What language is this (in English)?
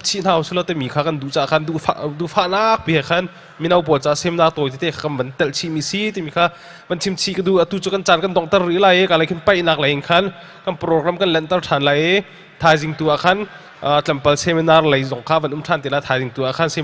Hakha Chin